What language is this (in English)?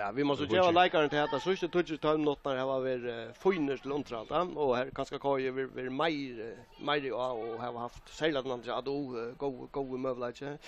Faroese